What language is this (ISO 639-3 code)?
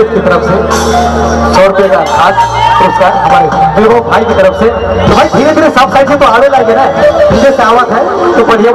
sck